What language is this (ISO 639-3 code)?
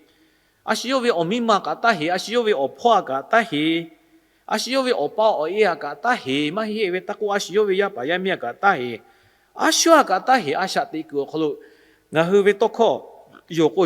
lhu